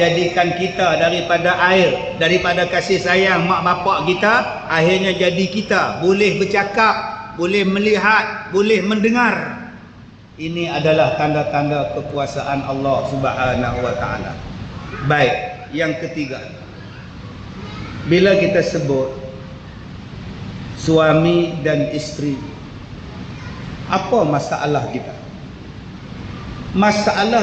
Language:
Malay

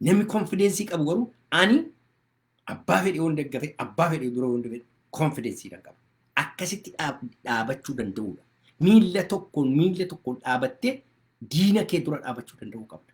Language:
Oromo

